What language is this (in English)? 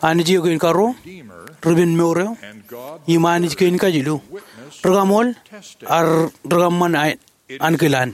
Marshallese